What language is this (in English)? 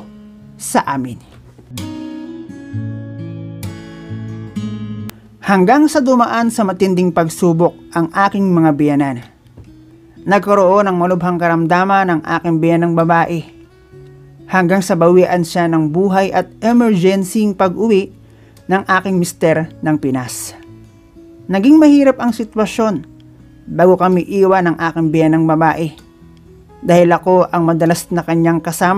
Filipino